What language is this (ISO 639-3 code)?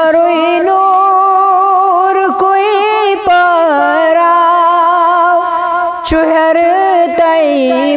kas